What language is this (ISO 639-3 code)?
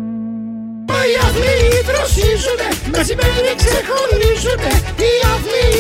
ell